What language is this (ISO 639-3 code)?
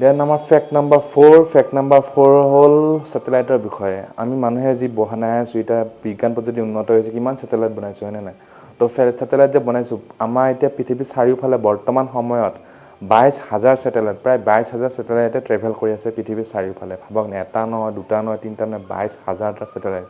asm